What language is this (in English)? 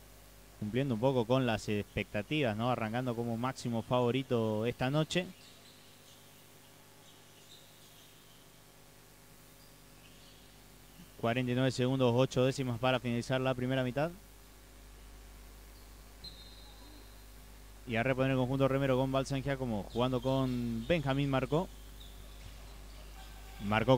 Spanish